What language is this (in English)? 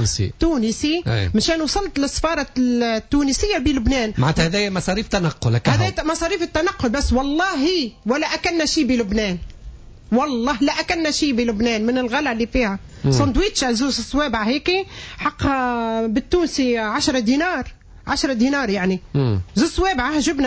Tunisian Arabic